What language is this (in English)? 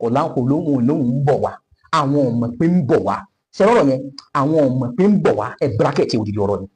Yoruba